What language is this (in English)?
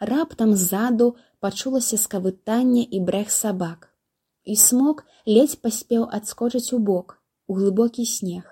Belarusian